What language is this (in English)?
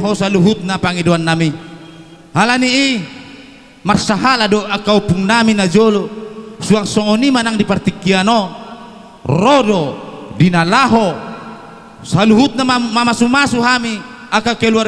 Batak Toba